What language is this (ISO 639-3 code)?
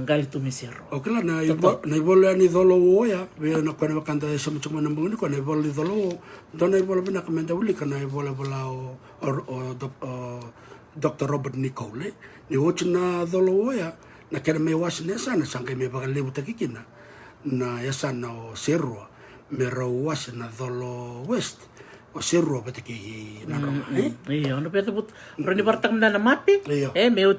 fij